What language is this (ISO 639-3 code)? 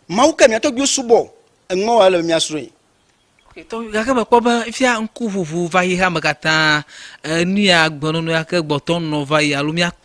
ewe